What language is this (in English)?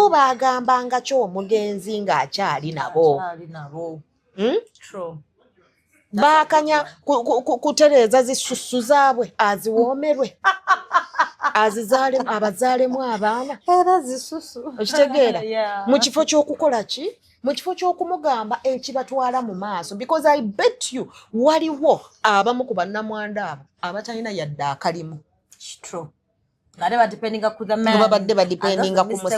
Ganda